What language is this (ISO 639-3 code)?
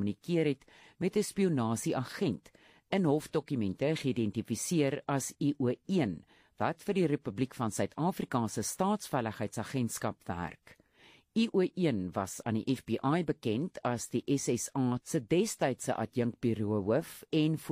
afr